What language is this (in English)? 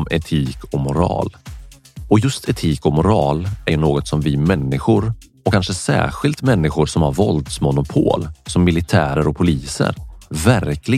Swedish